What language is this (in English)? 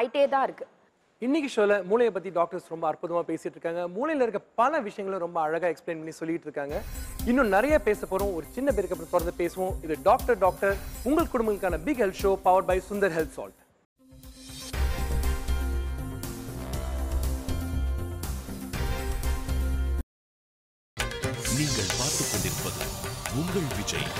Tamil